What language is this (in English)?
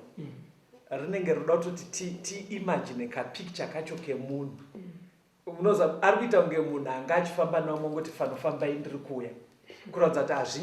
Shona